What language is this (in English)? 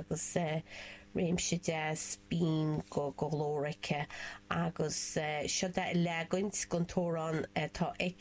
Irish